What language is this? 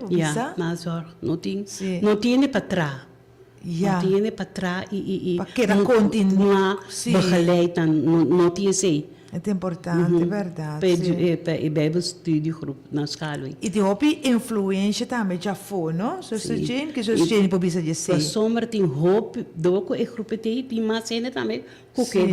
Papiamento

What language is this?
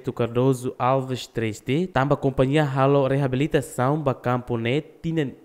Tetum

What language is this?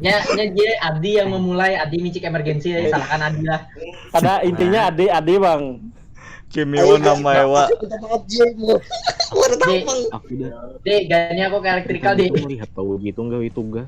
Banjar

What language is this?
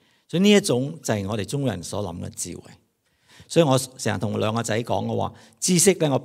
Cantonese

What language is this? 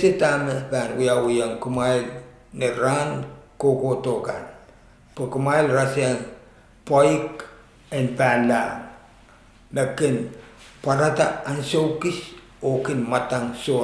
Pohnpeian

